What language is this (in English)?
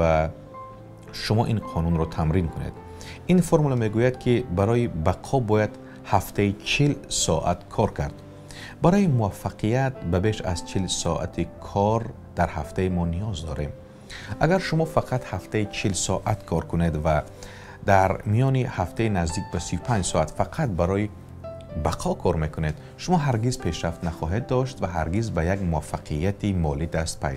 Tajik